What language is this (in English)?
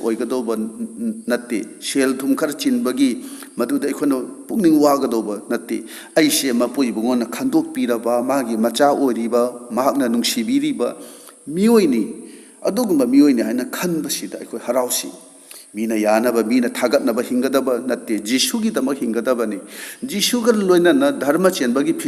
Manipuri